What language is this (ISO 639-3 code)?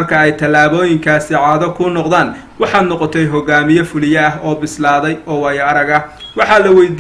som